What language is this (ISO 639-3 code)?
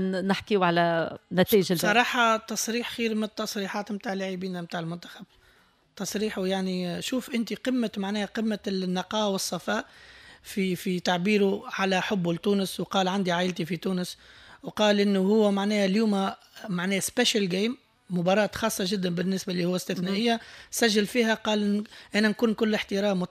aeb